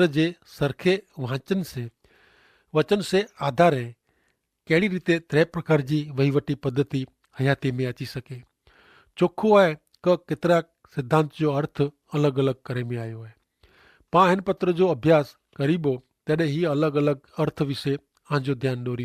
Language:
Kachhi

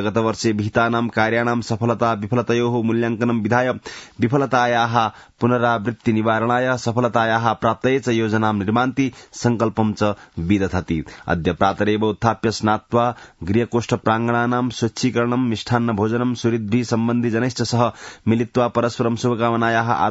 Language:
Sanskrit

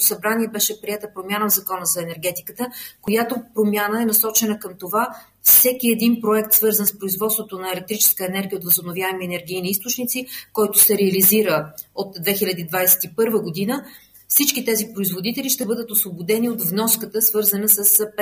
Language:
Bulgarian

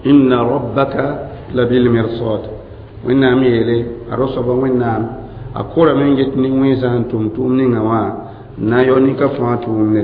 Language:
Mossi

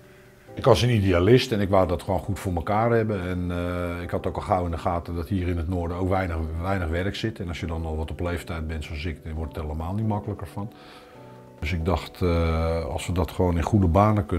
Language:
Dutch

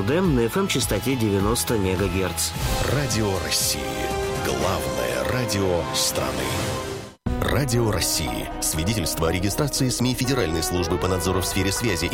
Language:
Russian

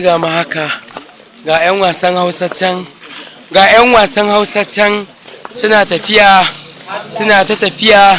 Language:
Hausa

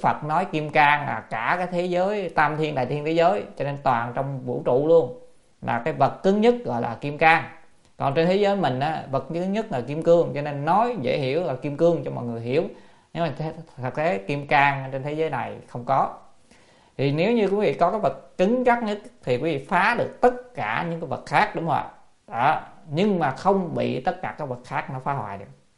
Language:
Vietnamese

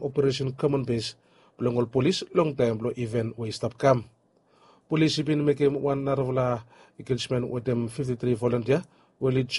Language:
Bislama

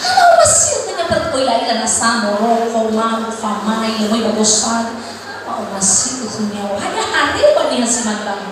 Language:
Nias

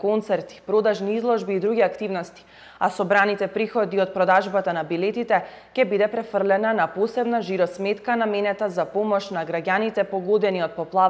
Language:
Macedonian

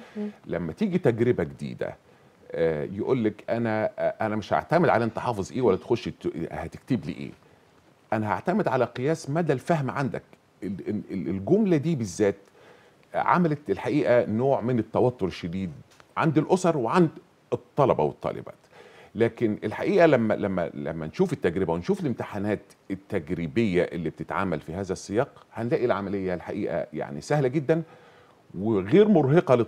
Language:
Egyptian Arabic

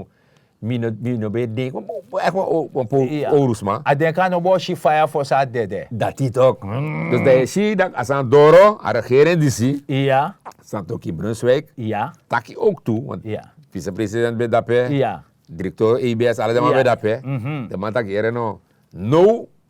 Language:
Sranan Tongo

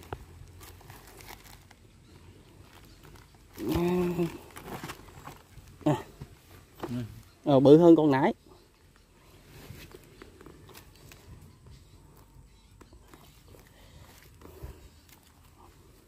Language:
Vietnamese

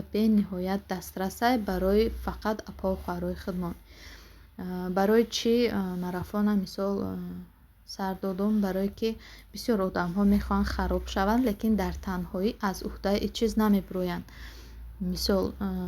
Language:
Tajik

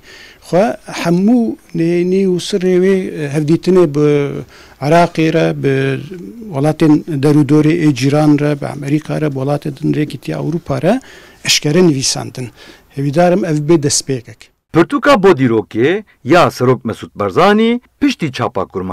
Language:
Kurdish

